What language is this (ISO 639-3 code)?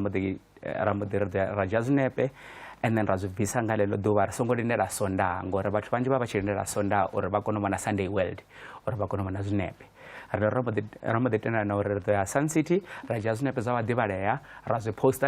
ven